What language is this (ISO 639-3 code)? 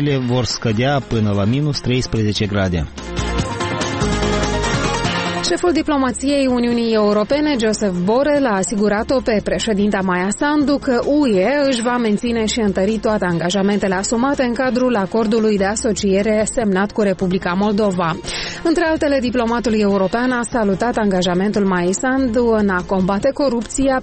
ron